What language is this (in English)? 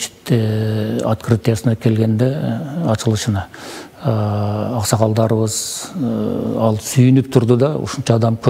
Kyrgyz